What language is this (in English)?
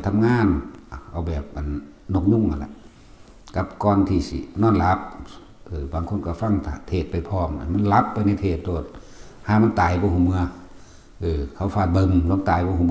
Northeastern Thai